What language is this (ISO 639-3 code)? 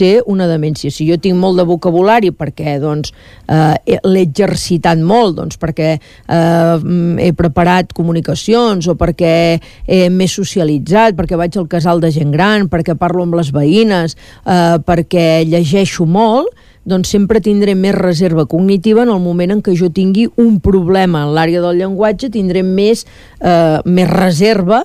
cat